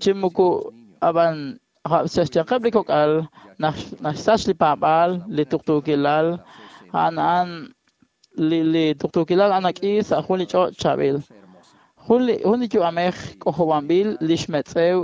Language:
Kekchí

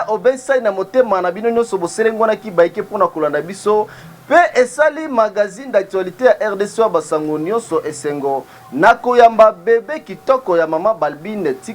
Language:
Lingala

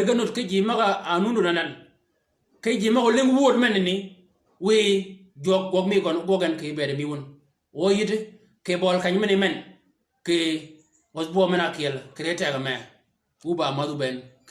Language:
Shilluk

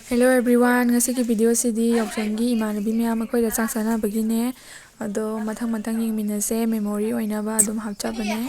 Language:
Manipuri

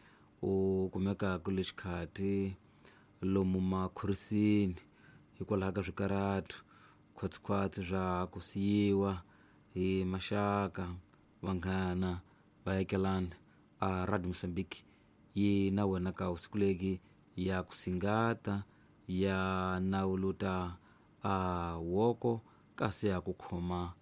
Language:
Tsonga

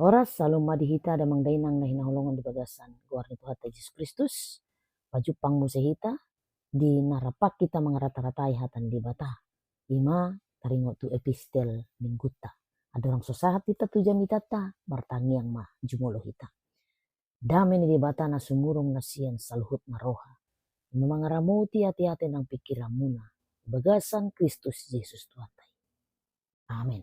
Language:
Batak Toba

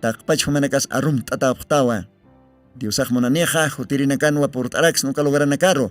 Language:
Aymara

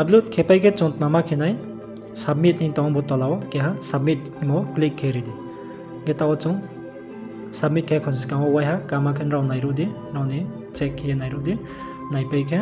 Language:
Riang (India)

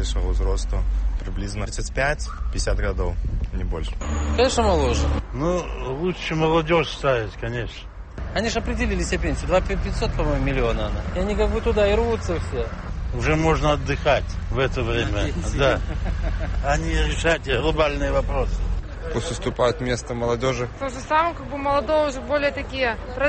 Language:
Belarusian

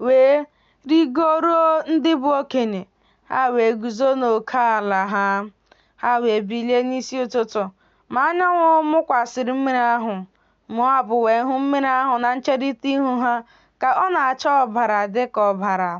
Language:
Igbo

